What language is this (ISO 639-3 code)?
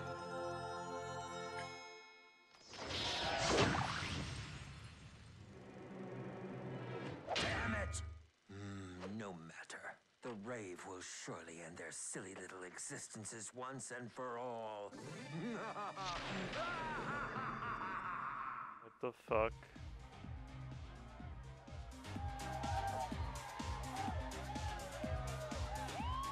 eng